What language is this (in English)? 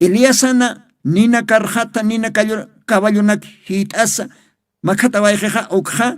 Aymara